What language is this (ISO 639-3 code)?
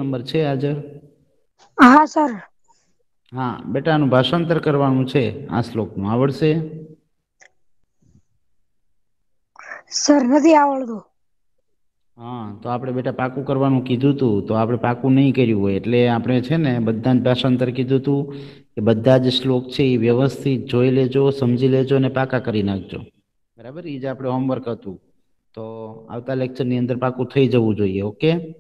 guj